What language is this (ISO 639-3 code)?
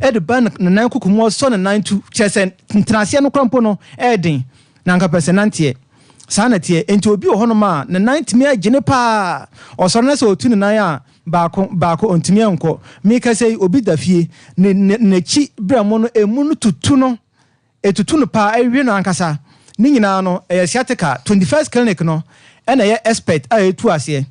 aka